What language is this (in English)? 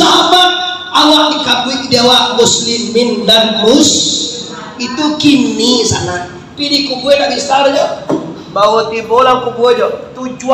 Minangkabau